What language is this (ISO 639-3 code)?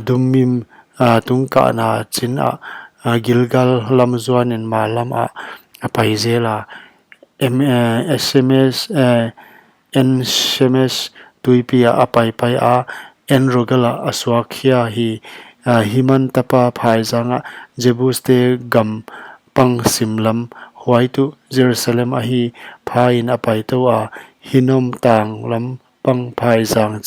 pck